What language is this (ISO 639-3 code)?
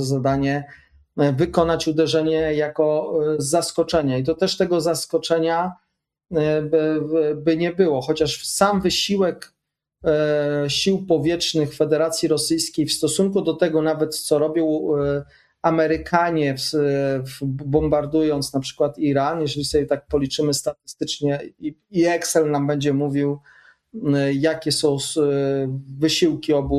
pol